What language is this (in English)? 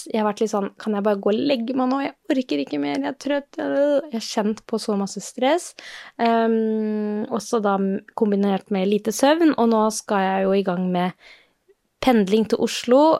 Norwegian